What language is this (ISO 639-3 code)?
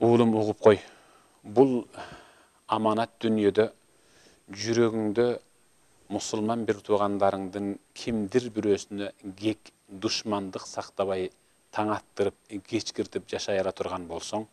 kir